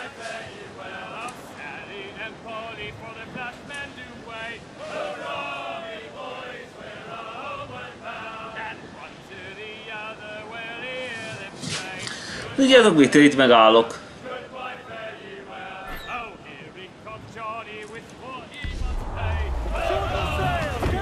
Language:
Hungarian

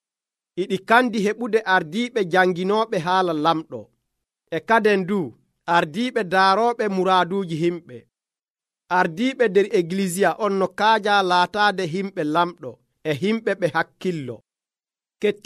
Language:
Nigerian Fulfulde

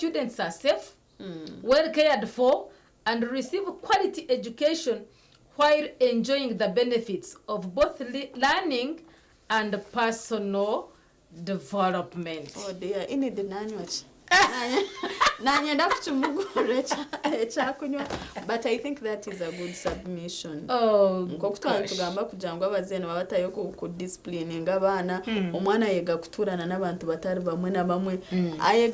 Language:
Nyankole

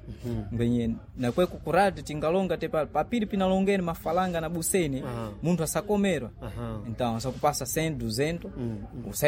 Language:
Sena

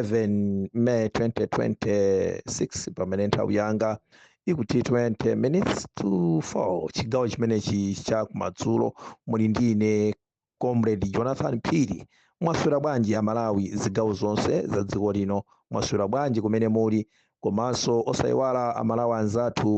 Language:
Nyanja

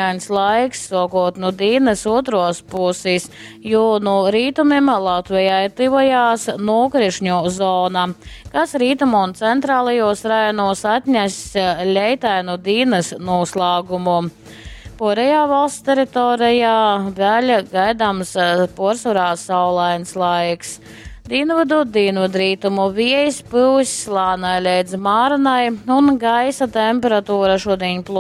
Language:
Latgalian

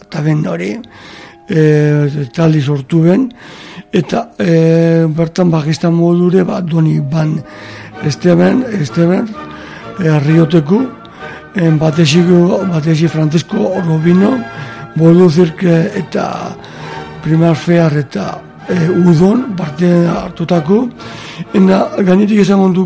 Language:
Basque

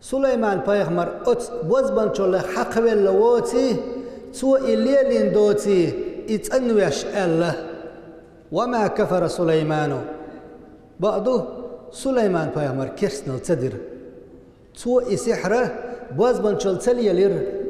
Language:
Chechen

